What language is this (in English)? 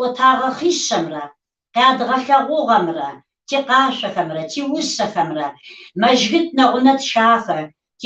Kabardian